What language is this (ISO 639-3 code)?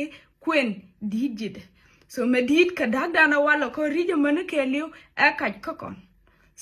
nus